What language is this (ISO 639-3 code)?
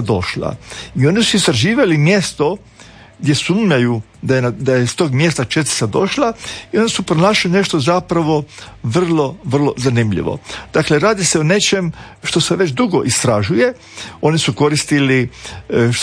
hrv